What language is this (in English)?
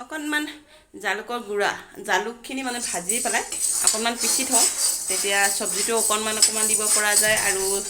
Assamese